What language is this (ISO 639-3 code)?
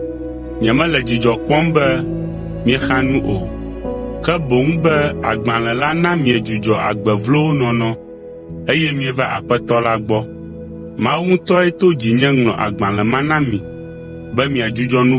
ewe